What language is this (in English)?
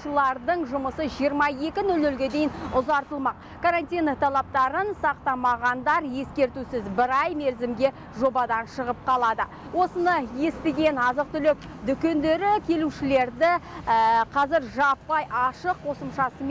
Kazakh